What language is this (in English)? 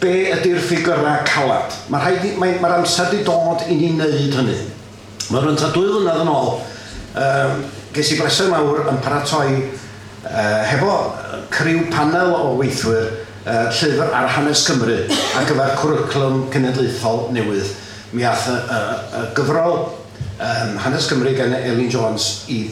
Welsh